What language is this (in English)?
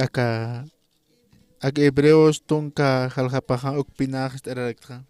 Aymara